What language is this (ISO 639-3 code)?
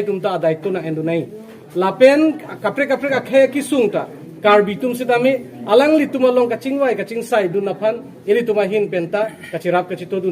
mjw